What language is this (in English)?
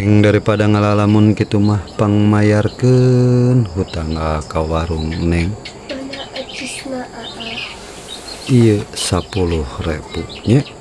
Sundanese